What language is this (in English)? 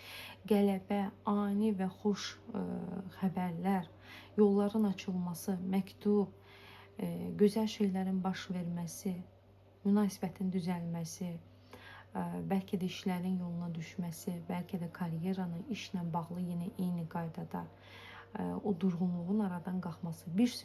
Azerbaijani